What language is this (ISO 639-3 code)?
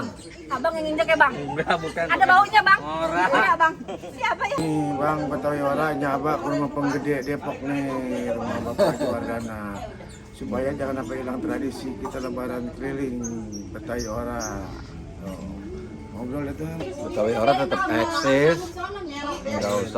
bew